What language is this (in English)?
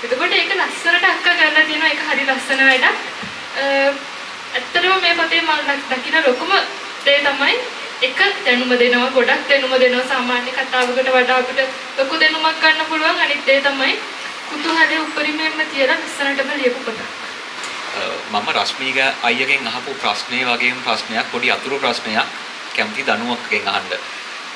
Sinhala